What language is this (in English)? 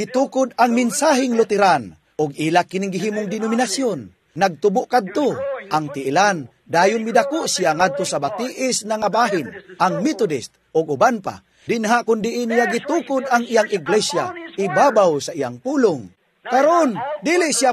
Cebuano